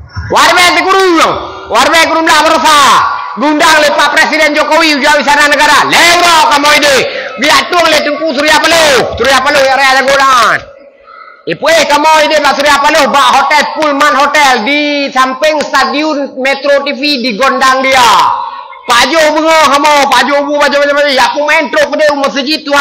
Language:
Achinese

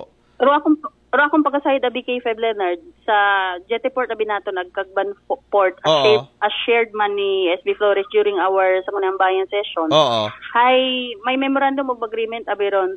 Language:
Aklanon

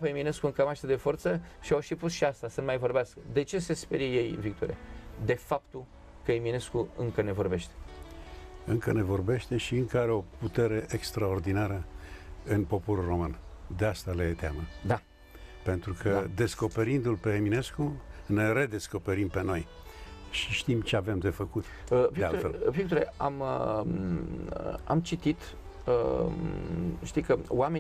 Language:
Romanian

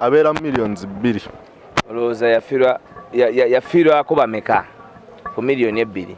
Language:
Ganda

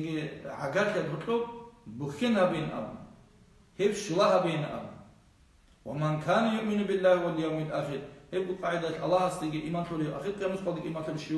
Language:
Avaric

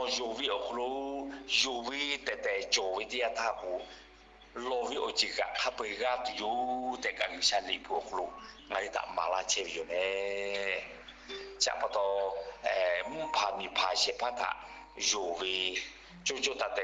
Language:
Lahu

